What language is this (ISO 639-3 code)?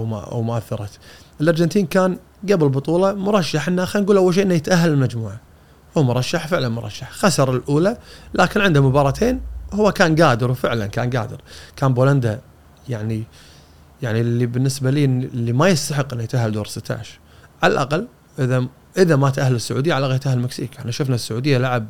afb